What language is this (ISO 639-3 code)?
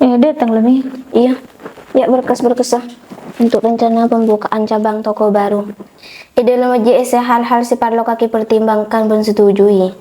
mad